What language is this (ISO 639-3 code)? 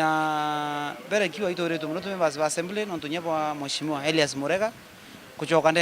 mer